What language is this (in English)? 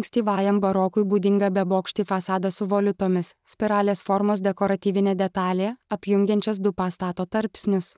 Lithuanian